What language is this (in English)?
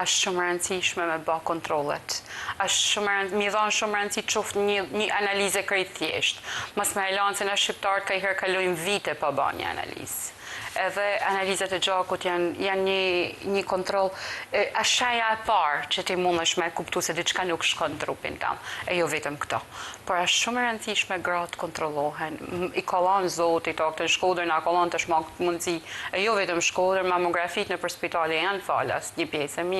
Albanian